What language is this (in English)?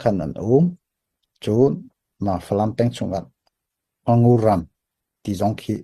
Hakha Chin